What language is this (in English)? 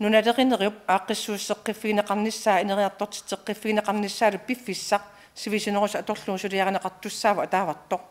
Kalaallisut